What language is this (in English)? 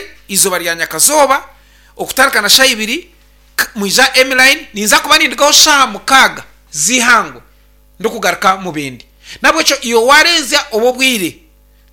Nyankole